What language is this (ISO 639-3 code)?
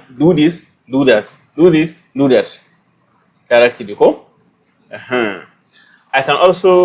hau